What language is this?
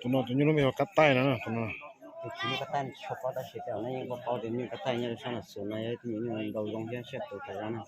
Hmong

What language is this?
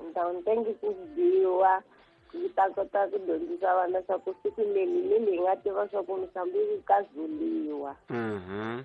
Tsonga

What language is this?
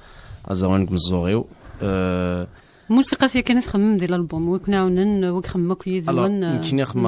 Kabyle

